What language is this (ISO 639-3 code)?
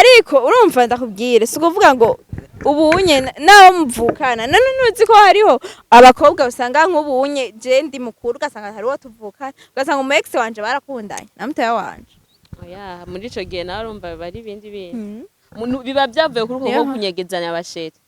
run